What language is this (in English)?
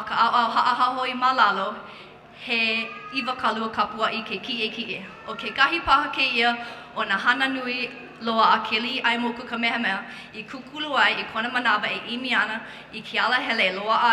Hawaiian